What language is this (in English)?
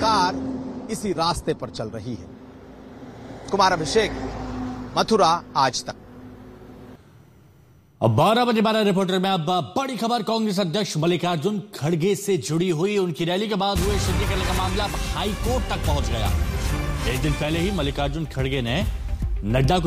Hindi